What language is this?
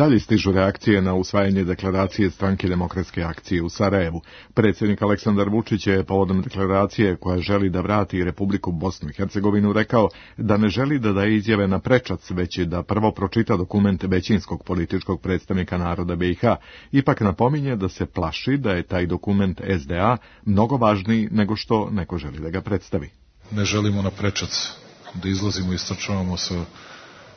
Serbian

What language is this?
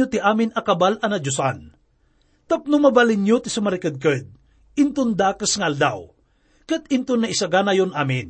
Iloko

